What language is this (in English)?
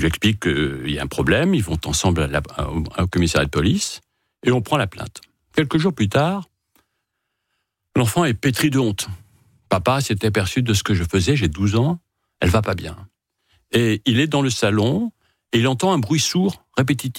French